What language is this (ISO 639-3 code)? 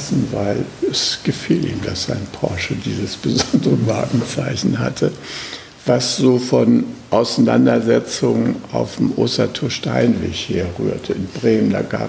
deu